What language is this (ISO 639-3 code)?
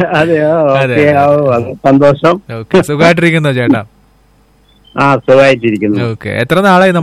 mal